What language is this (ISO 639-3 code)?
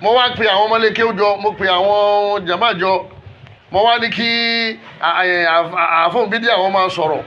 yor